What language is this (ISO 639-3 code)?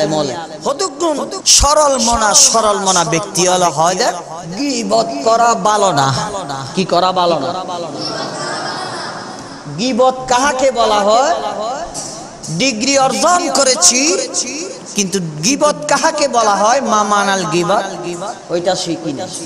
ben